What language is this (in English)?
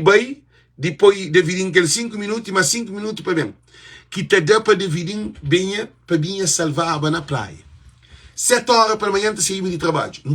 Kabuverdianu